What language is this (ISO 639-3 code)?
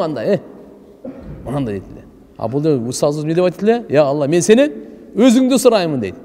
kir